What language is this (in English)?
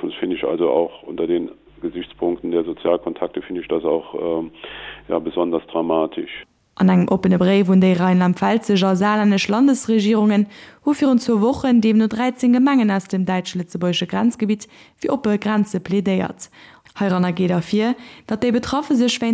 Luxembourgish